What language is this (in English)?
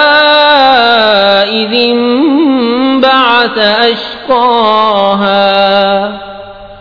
Urdu